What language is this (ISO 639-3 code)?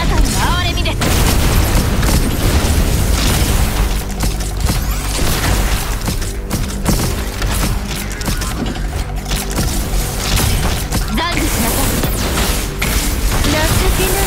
jpn